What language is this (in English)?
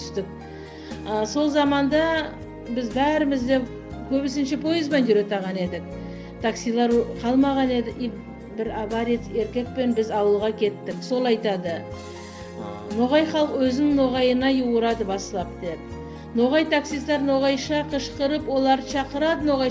Nogai